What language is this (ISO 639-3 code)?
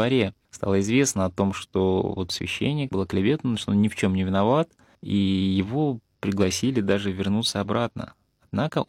rus